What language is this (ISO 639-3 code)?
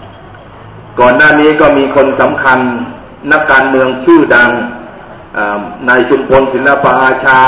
tha